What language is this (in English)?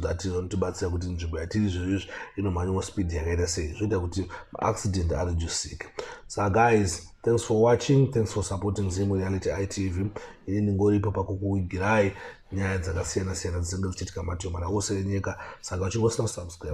Shona